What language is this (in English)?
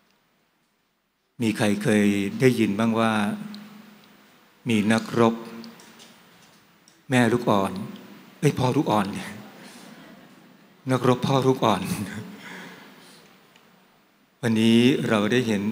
Thai